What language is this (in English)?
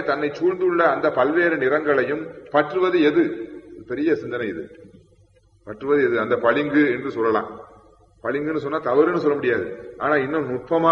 Tamil